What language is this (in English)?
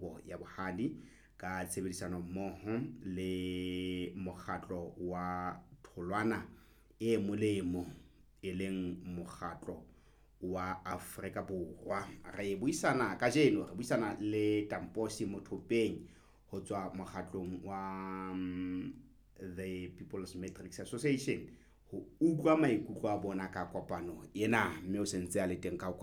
Southern Sotho